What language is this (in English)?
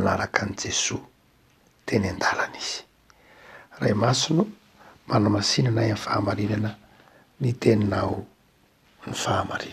Malagasy